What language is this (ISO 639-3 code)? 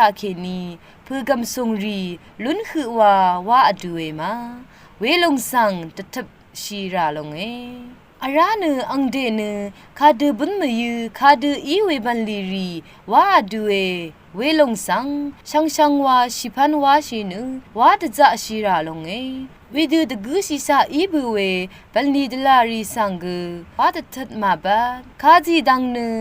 raw